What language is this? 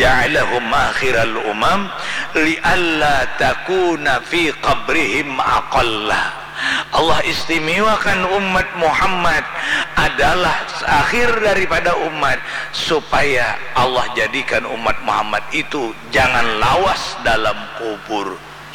Banjar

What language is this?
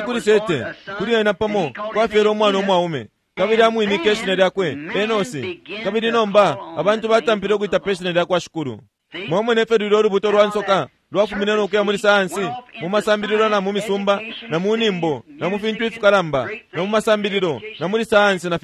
Bemba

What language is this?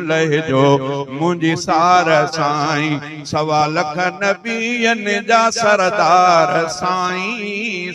Sindhi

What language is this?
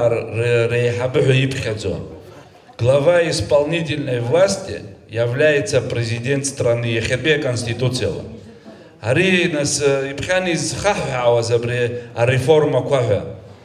Abkhazian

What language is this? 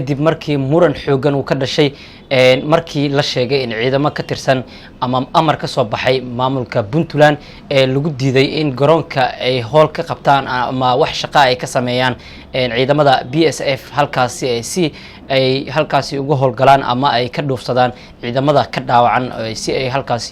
Somali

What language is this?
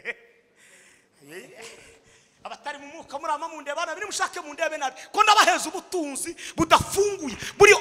Kinyarwanda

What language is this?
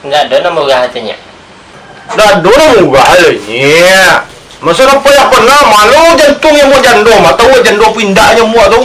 Minangkabau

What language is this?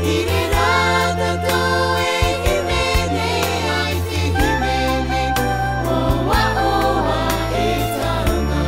Tahitian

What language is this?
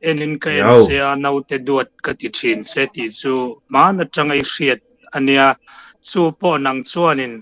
Mizo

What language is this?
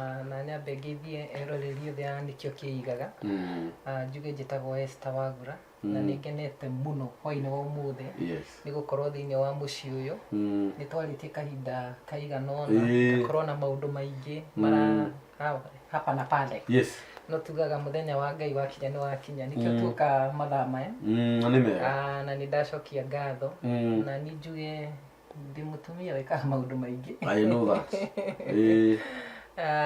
Kikuyu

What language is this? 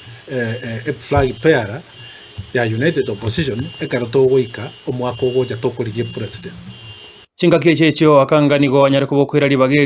Gusii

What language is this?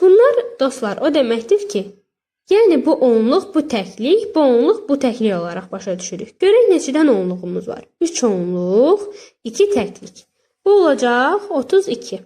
Azerbaijani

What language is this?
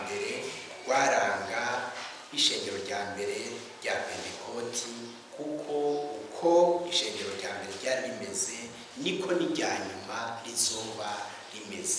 Rundi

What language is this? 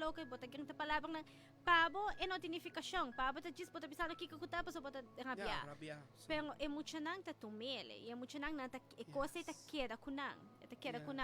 Papiamento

